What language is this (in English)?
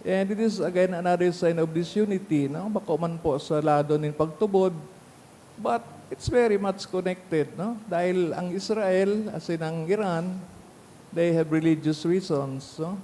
Bikol